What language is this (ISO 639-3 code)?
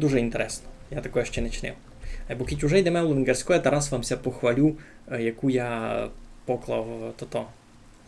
rue